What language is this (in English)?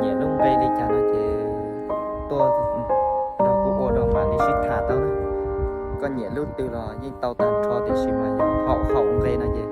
Hmong